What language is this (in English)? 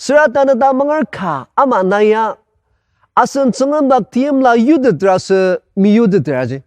Ao Naga